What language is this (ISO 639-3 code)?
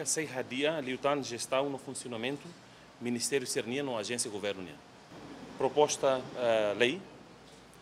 tet